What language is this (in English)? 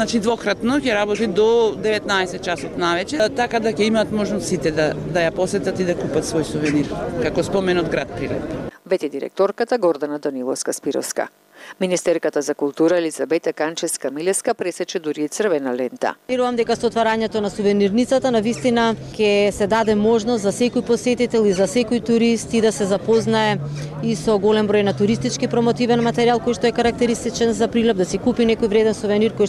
Macedonian